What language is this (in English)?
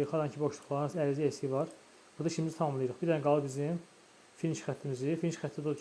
Azerbaijani